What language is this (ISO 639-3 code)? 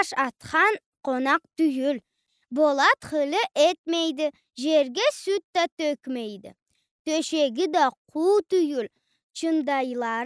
krc